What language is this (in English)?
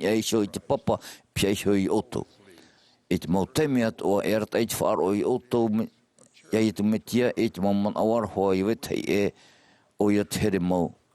Tahitian